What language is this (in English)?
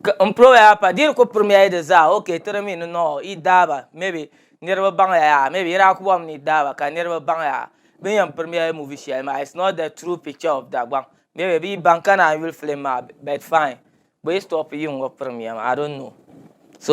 Dagbani